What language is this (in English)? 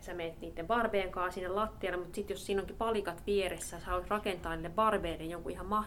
Finnish